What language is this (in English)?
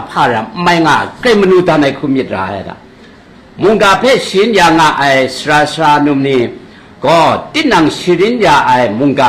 Kachin